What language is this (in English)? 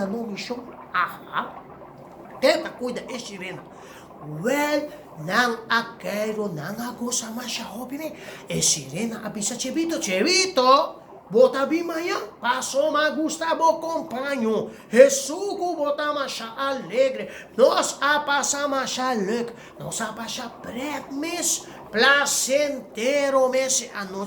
Papiamento